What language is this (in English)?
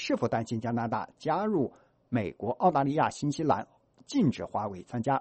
Chinese